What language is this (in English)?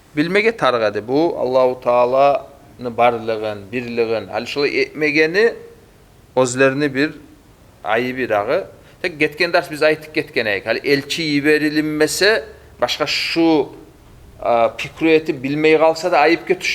Kumyk